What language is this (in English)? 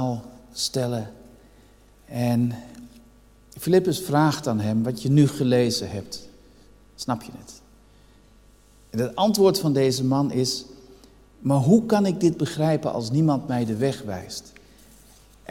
Dutch